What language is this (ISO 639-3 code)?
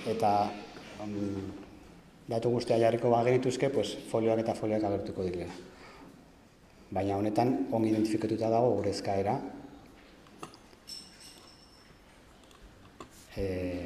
eus